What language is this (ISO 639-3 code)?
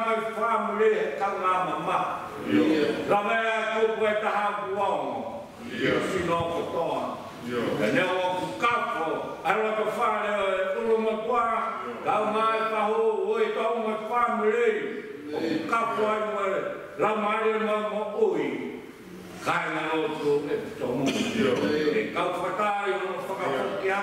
ton